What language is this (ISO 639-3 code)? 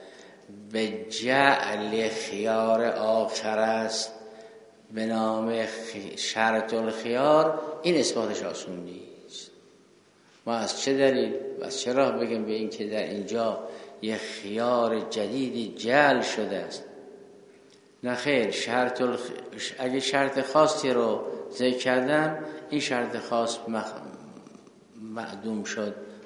fas